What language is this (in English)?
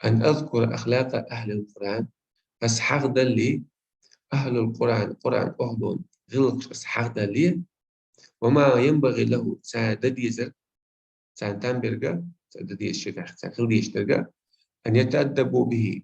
Chechen